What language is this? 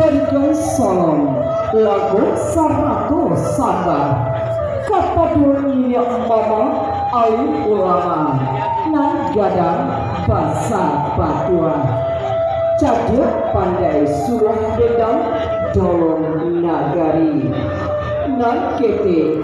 Minangkabau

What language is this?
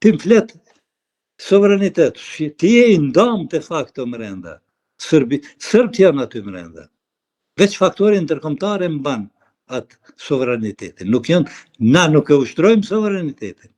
Albanian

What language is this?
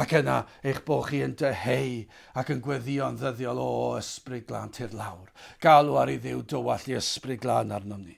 Welsh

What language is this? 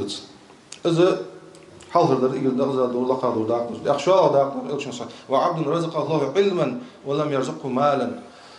Ingush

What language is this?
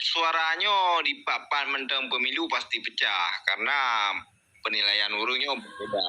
Achinese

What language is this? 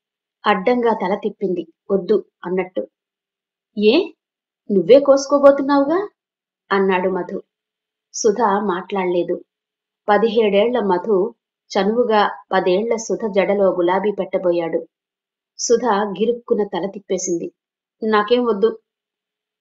Telugu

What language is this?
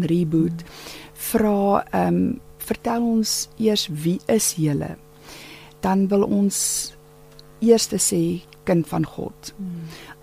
Afrikaans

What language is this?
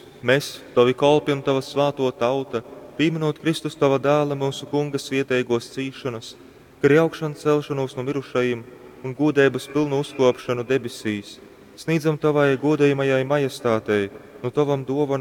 Latgalian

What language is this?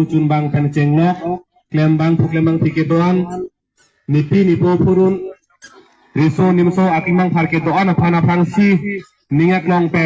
Karbi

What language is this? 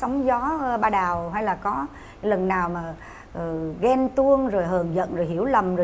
Vietnamese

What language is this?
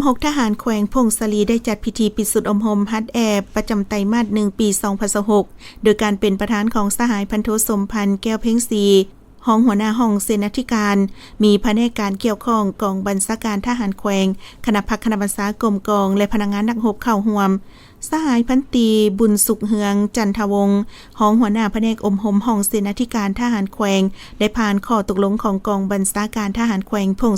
Lao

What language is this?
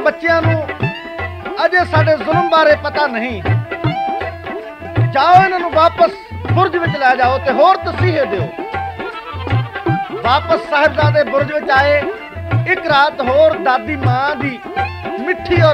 Punjabi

